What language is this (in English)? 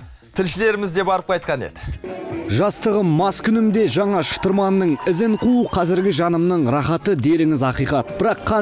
Kazakh